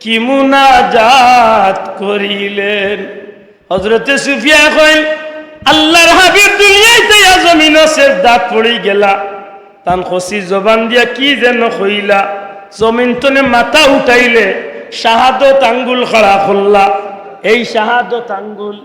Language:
Sylheti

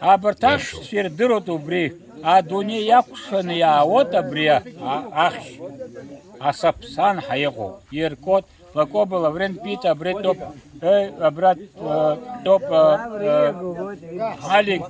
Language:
Abkhazian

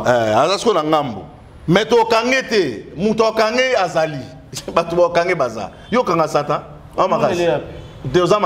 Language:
Lingala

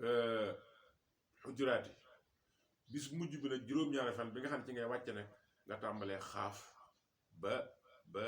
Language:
Wolof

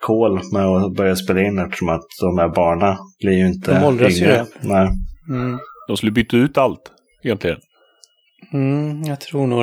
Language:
Swedish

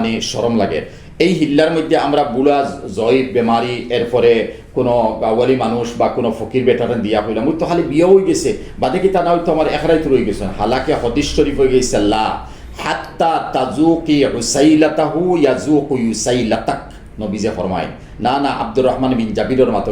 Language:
Sylheti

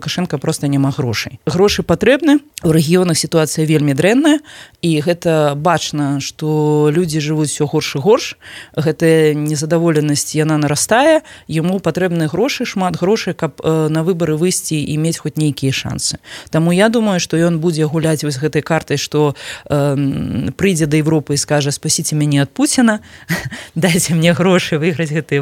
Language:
Belarusian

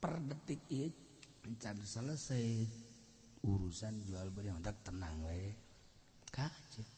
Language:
Sundanese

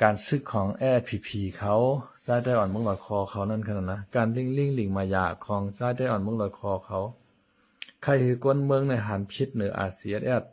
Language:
Shan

